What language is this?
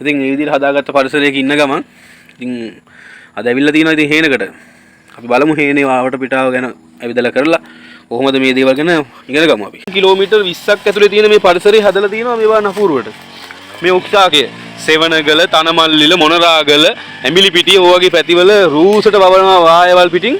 Sinhala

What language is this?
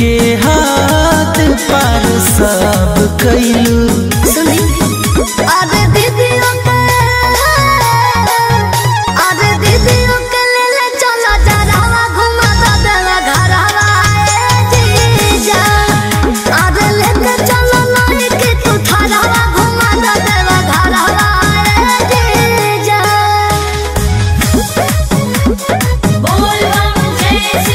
Bhojpuri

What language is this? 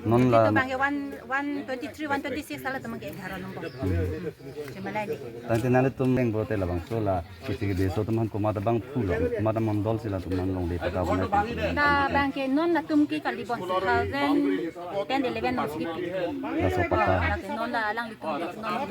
Karbi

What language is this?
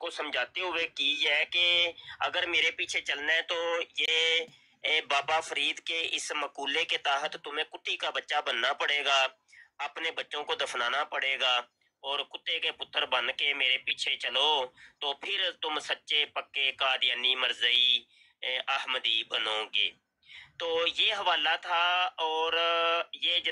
Urdu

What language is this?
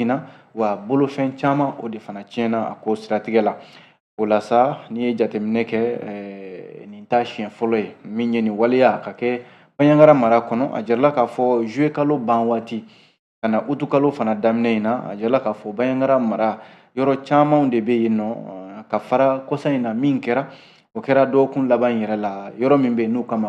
Bambara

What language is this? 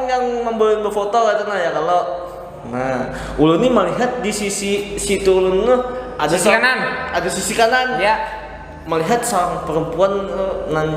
Banjar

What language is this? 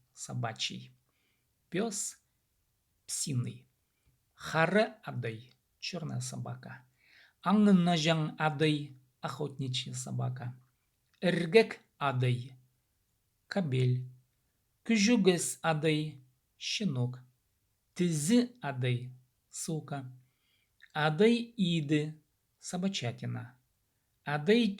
Khakas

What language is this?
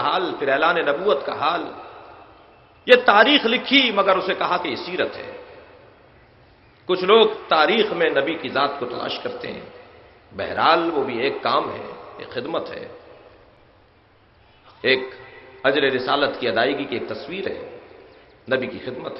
Urdu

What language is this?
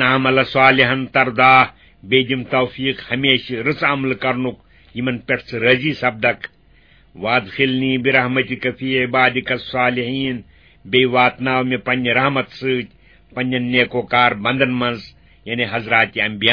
Kashmiri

